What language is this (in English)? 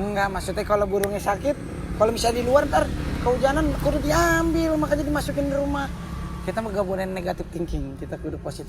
Betawi